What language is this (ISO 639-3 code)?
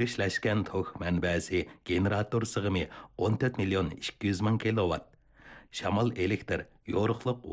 uig